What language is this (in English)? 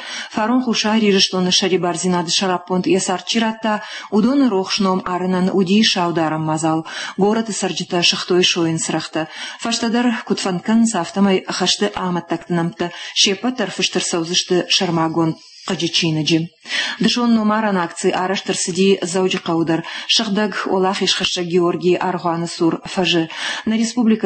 Ossetic